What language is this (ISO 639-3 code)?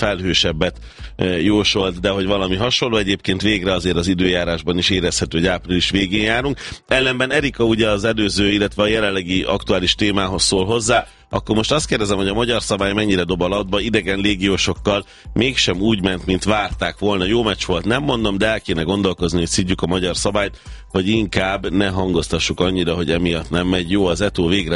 hun